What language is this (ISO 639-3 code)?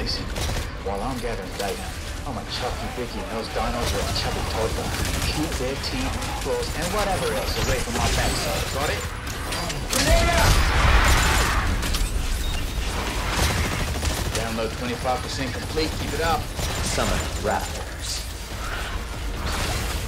eng